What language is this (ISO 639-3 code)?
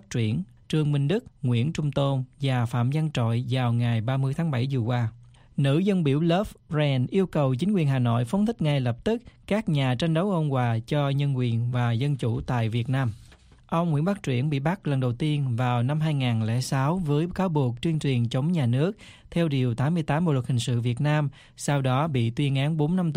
vie